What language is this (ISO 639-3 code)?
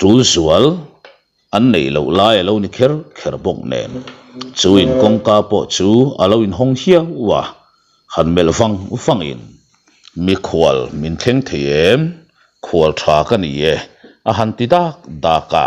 lus